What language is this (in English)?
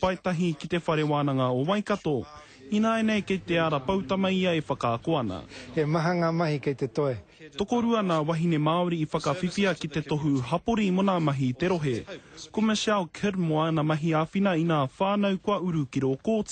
Māori